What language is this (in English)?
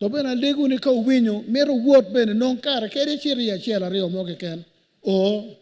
Acoli